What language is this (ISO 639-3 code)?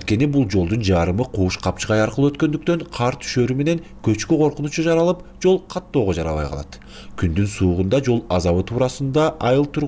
kir